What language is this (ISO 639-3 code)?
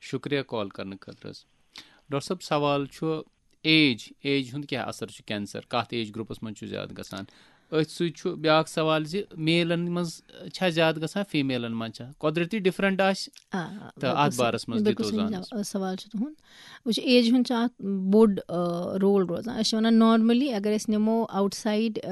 kas